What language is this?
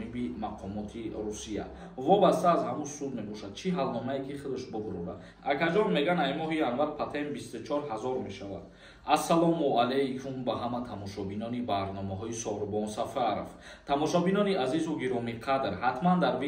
Tajik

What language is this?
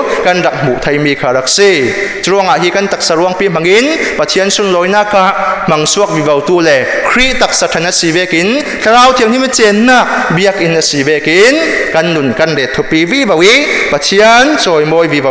Falam Chin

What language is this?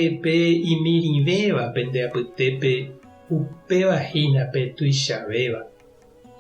Guarani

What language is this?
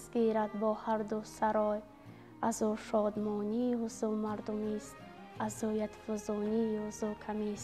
Tajik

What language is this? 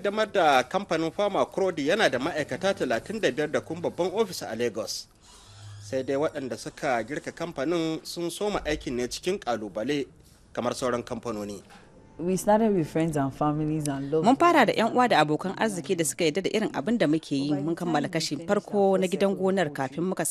Hausa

